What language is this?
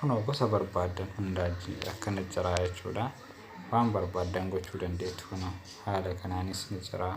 Oromo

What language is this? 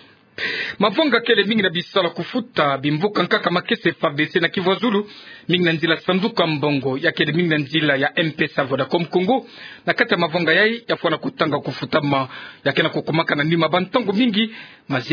Kituba (Democratic Republic of Congo)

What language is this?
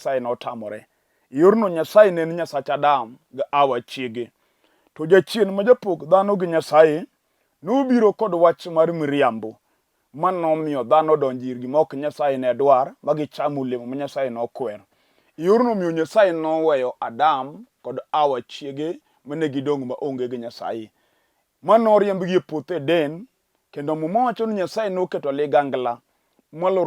Luo (Kenya and Tanzania)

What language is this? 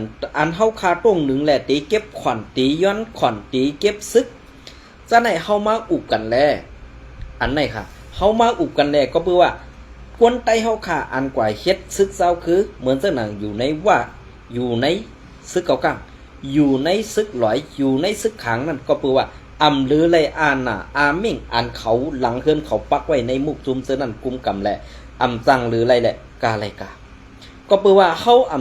Shan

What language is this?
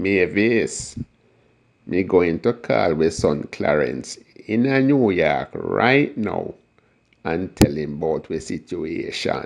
Jamaican Creole English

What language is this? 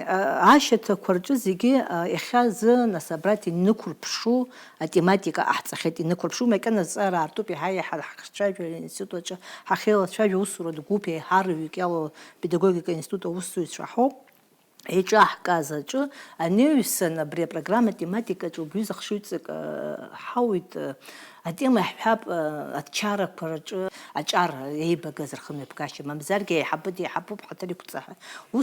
Abkhazian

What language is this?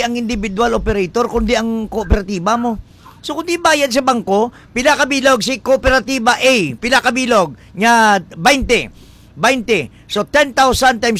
Hiligaynon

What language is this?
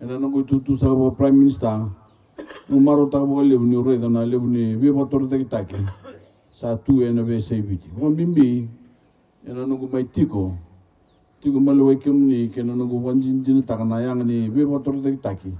Fijian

